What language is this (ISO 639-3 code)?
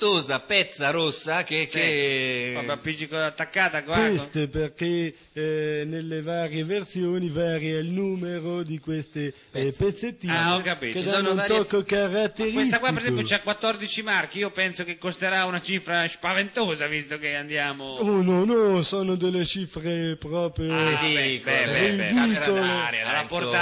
ita